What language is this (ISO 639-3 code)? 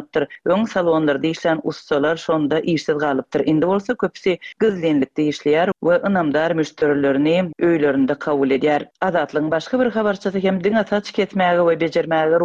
tuk